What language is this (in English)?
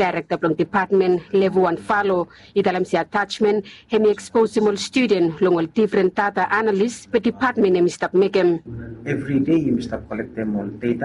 Bislama